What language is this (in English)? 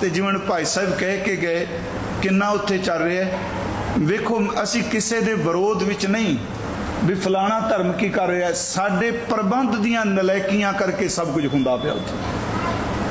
Punjabi